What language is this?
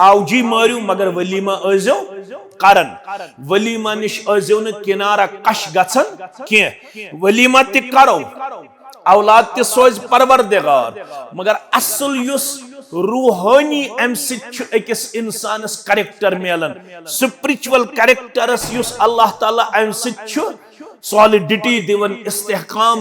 Kashmiri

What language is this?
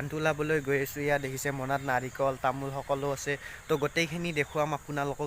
Assamese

